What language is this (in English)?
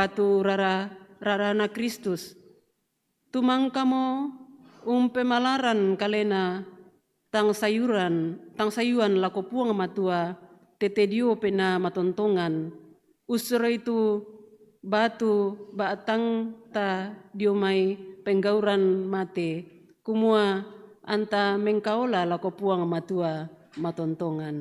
Toraja-Sa'dan